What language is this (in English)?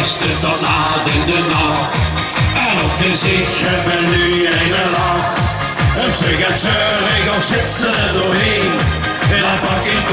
Limburgish